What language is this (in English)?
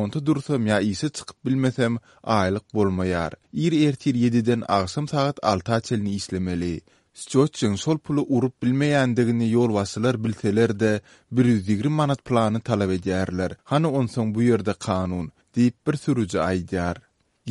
Turkmen